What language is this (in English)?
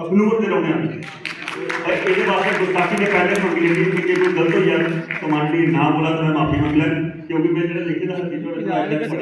Dogri